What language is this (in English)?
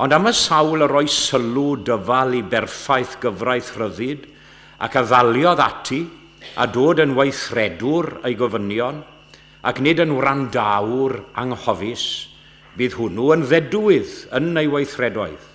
Welsh